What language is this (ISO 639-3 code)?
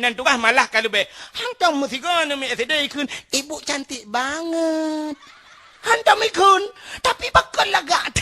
ace